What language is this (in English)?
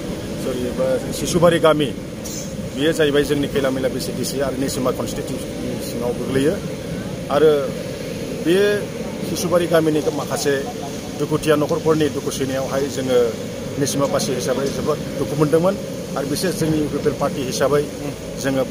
Bodo